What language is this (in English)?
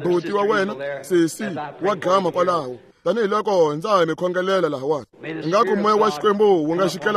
Tsonga